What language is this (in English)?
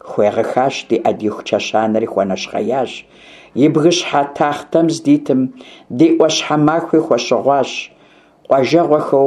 Kabardian